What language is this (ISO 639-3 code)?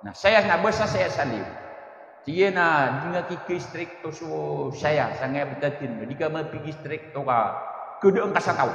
mrw